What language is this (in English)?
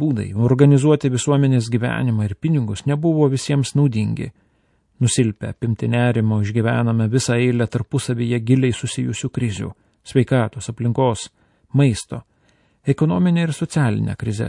Lithuanian